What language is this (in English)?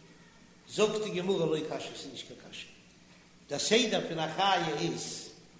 Yiddish